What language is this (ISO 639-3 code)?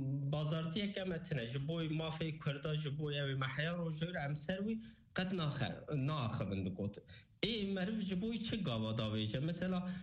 kur